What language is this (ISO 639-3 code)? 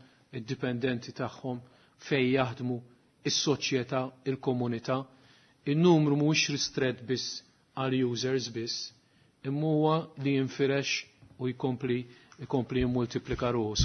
mlt